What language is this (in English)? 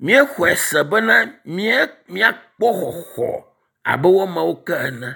Ewe